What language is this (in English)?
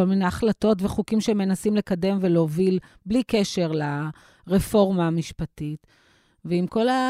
Hebrew